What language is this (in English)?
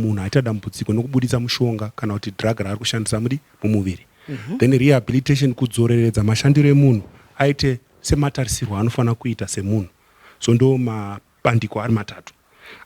Shona